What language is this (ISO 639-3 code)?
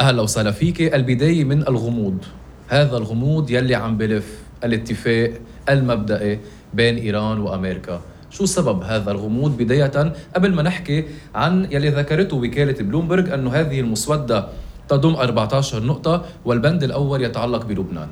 apc